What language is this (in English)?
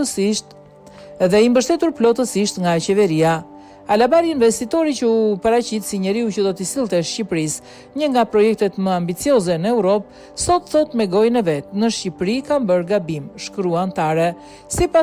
Albanian